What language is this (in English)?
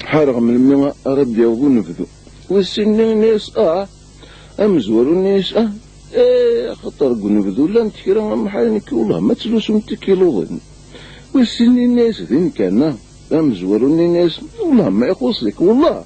Kabyle